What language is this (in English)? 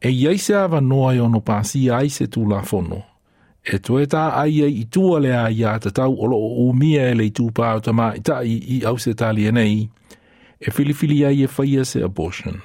Samoan